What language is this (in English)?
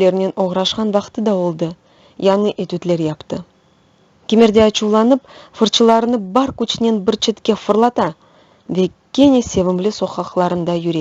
Crimean Tatar